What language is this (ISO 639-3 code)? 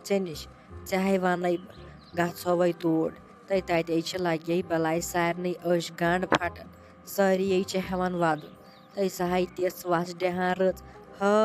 kas